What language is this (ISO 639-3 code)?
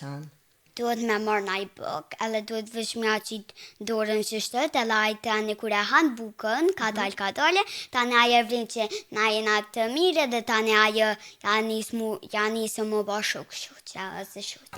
sqi